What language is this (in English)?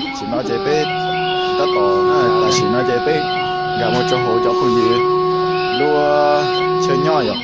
Hmong